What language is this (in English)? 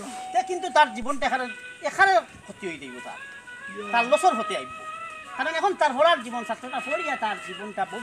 Sylheti